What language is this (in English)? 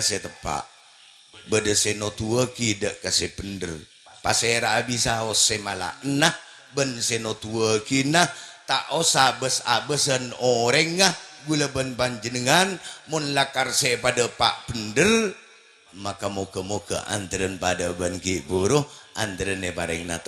Madurese